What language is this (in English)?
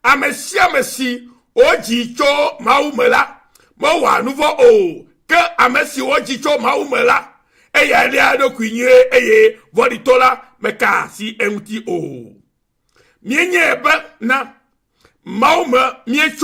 Ewe